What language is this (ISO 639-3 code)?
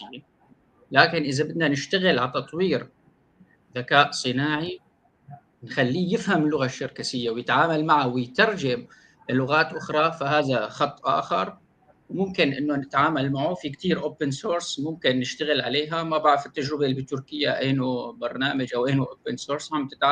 apc